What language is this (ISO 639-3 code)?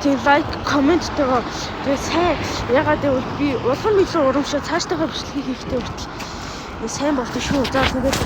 mon